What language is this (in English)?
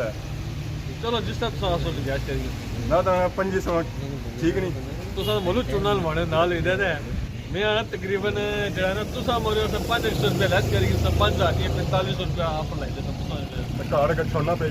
Pahari-Potwari